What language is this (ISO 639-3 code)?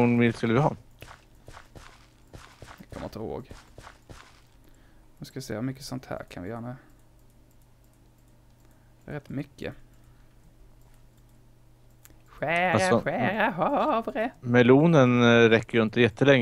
swe